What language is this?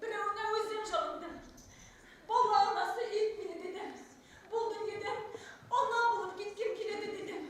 Bashkir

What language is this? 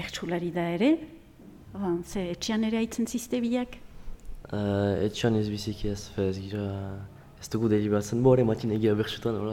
Basque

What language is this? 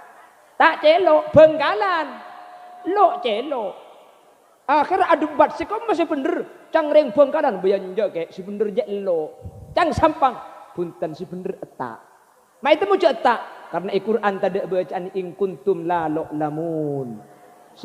Madurese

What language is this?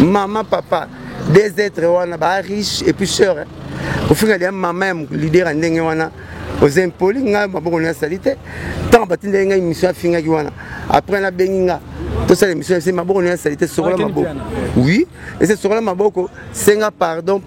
Lingala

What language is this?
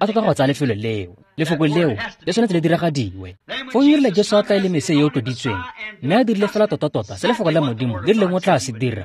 Tswana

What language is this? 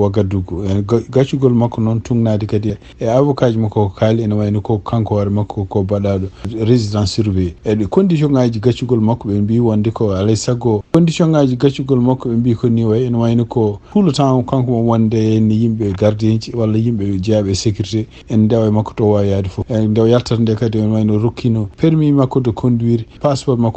Fula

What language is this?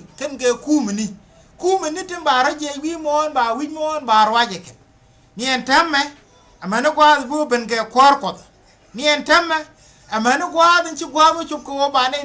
Nuer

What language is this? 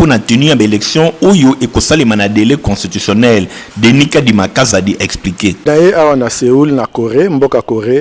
Lingala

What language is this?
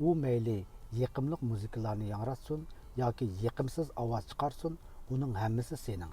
Uyghur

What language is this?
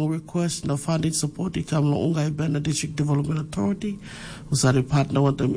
Tok Pisin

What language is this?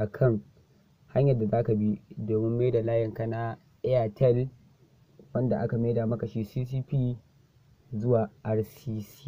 Hausa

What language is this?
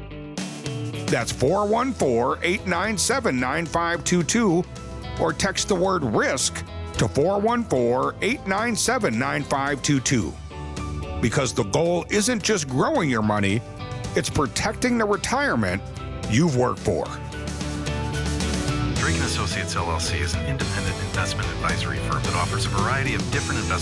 English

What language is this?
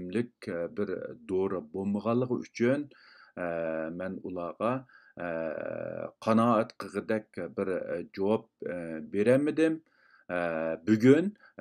Uyghur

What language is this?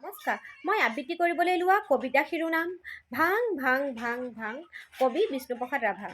Assamese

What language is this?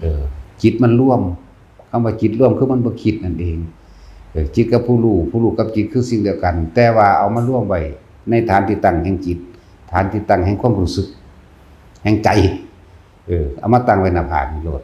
Lao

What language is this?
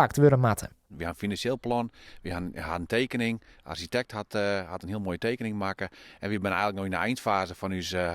Western Frisian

